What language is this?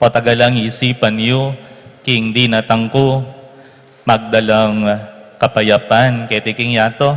Pampanga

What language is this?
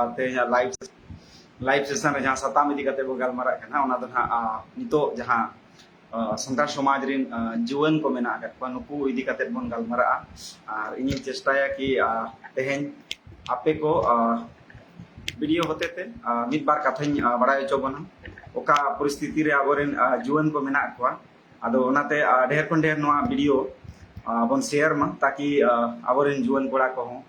Santali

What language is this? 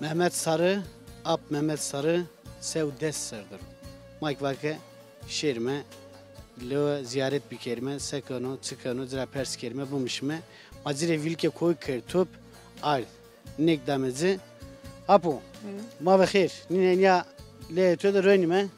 Zaza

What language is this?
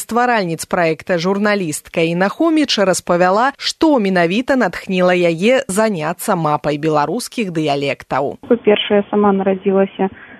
Belarusian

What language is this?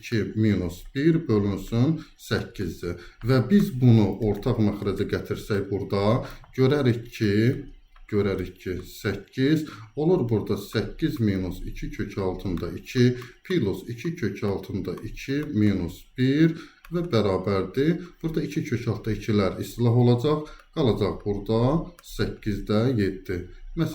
Azerbaijani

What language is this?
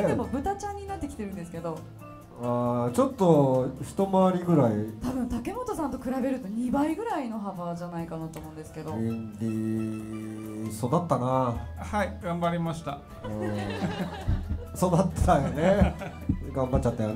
Japanese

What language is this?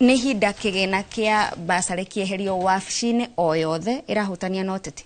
Kikuyu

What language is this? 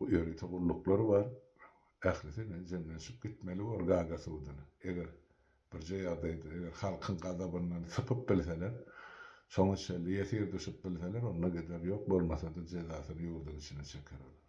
Turkmen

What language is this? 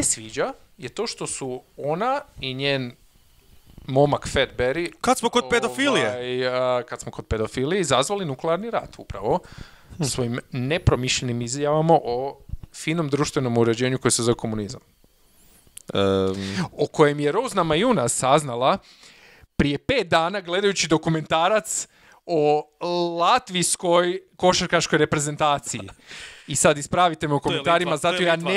Croatian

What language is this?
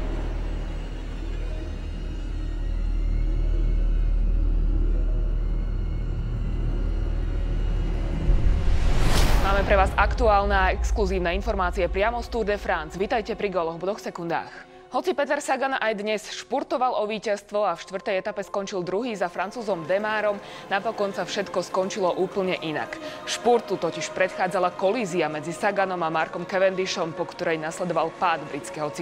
Slovak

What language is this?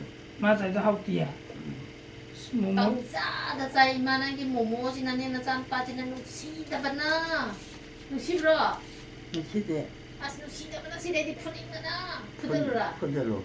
Manipuri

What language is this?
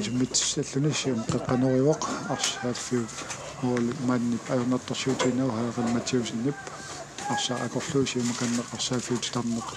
Kalaallisut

